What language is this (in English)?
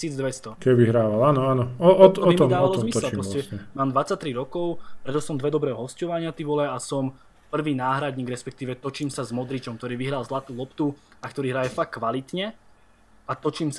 Slovak